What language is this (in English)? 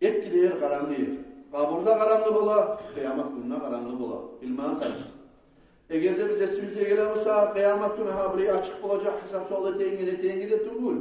Kumyk